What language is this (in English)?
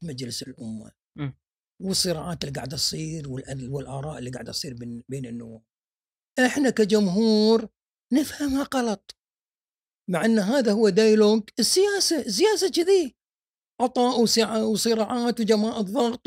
Gulf Arabic